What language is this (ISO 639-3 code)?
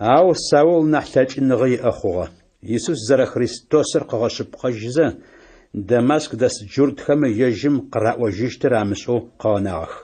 ady